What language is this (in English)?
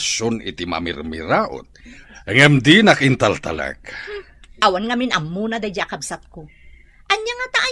Iloko